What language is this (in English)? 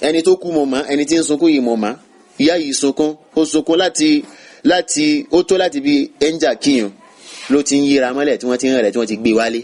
Yoruba